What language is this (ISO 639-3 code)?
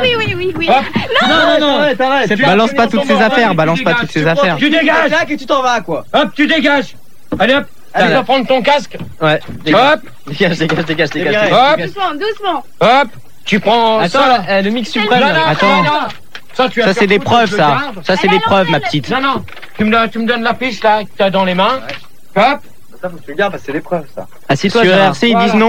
fra